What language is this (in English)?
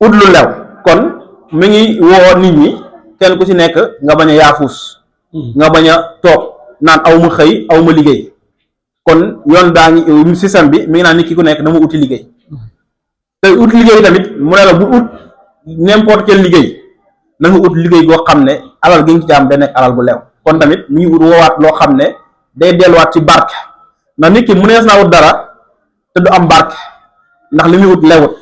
Wolof